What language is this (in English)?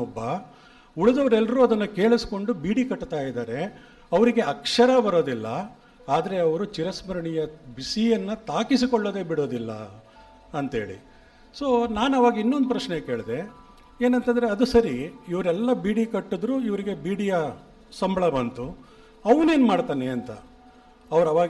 Kannada